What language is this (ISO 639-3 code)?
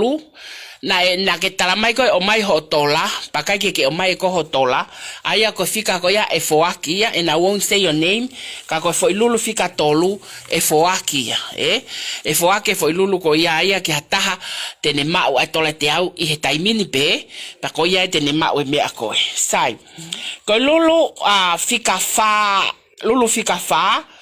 ton